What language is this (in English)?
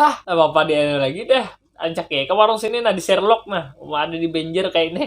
Banjar